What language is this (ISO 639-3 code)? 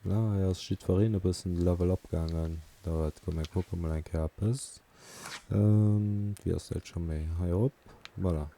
ltz